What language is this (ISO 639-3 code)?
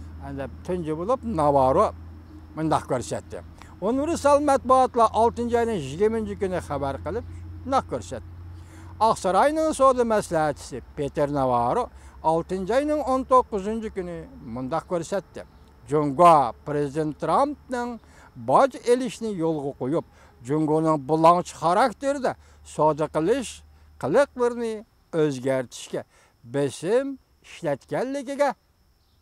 uig